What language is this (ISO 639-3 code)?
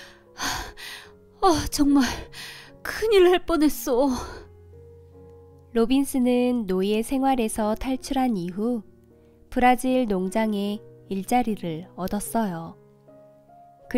kor